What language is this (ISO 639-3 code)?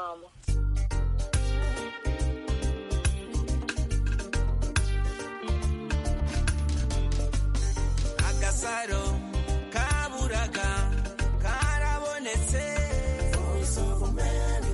kin